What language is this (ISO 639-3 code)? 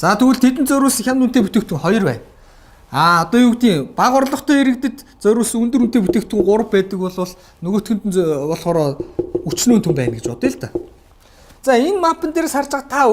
mon